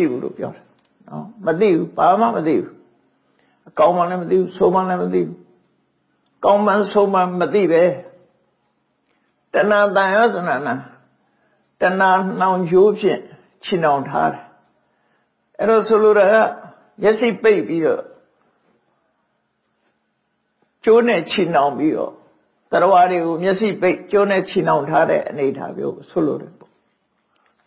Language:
Burmese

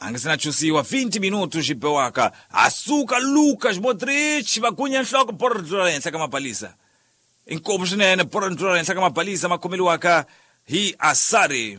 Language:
Tsonga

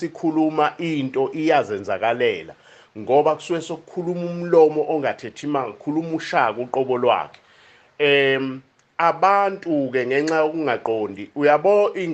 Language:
Zulu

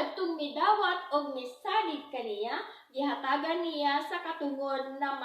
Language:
Cebuano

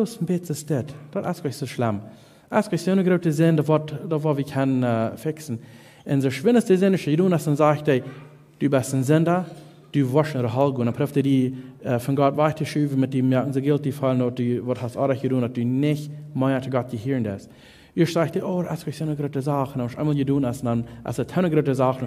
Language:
Plautdietsch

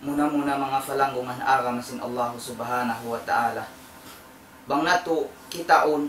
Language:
Tausug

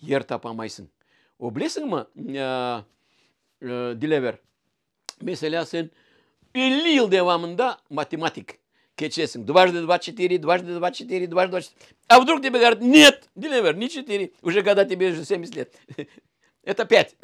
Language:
Crimean Tatar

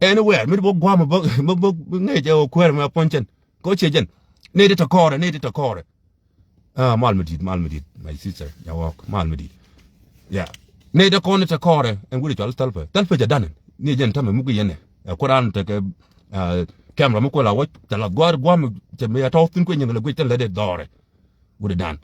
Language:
Nuer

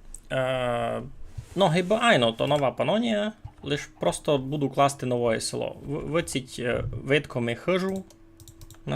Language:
Rusyn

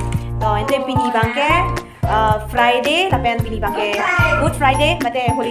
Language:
Karbi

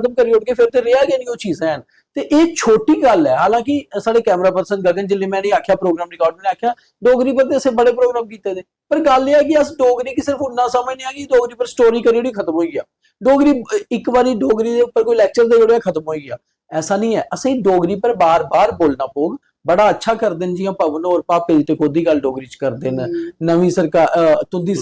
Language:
Dogri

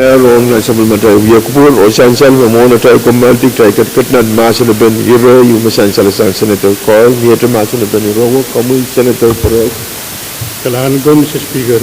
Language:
Pohnpeian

